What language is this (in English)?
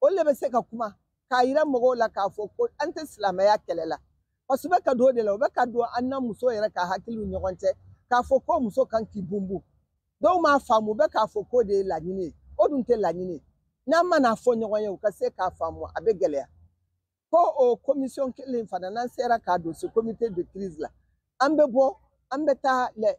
Bambara